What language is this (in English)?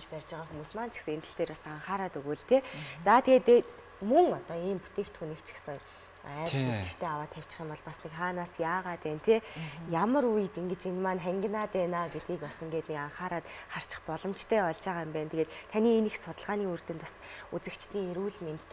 Mongolian